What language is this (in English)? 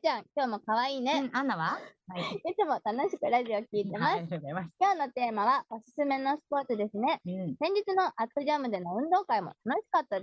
Japanese